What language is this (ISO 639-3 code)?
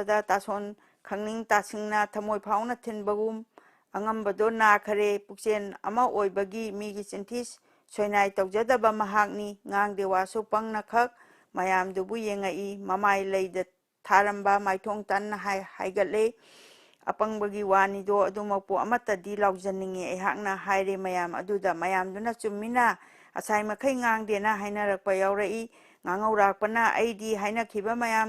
mni